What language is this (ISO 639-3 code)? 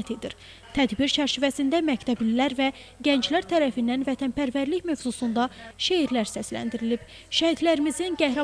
aze